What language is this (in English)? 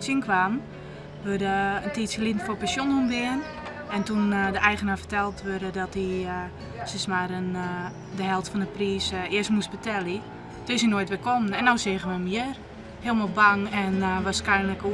Western Frisian